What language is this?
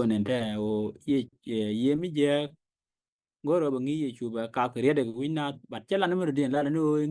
Nuer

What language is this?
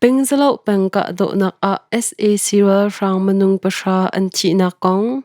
Hakha Chin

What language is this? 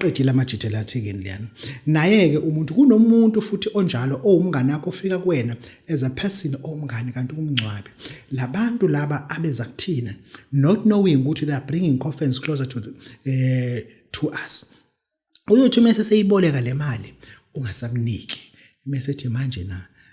Zulu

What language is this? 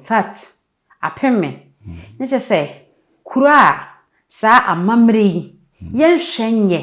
Akan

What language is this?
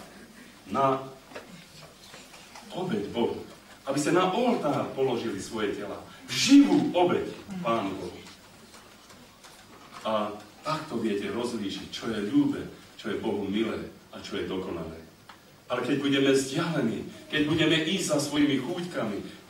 Slovak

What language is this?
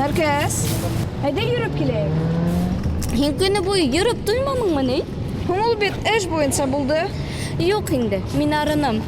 Bashkir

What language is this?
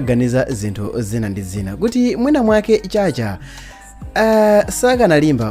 Nyanja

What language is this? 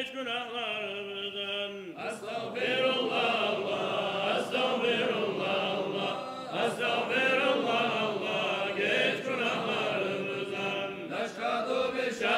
Kumyk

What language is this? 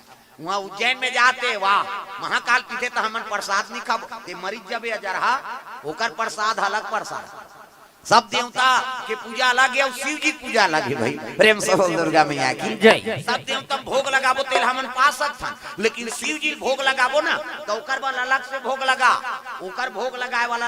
Chhattisgarhi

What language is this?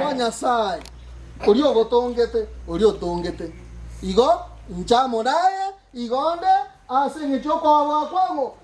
Gusii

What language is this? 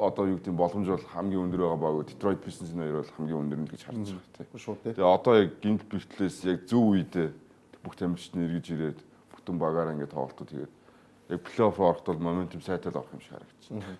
Mongolian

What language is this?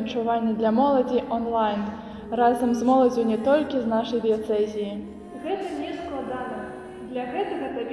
Belarusian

